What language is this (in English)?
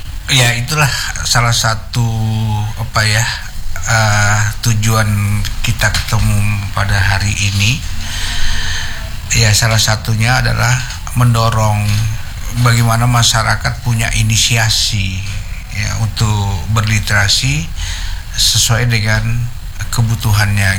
Indonesian